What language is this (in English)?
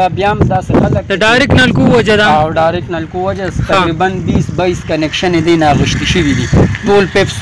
Pashto